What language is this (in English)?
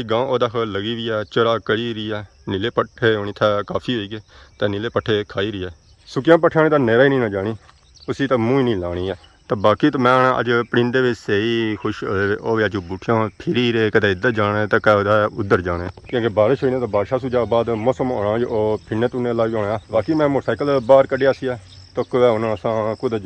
Pahari-Potwari